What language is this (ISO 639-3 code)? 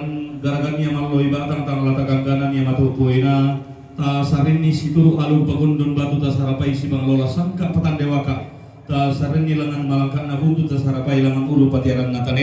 sda